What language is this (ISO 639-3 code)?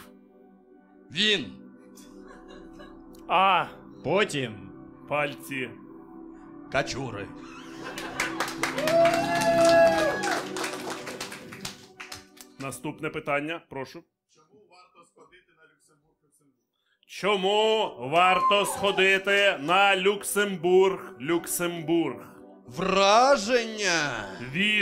ukr